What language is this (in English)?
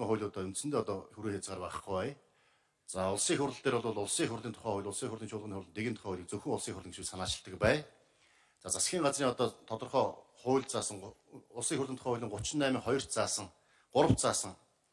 Mongolian